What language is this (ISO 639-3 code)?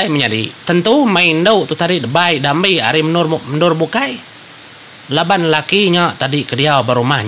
iba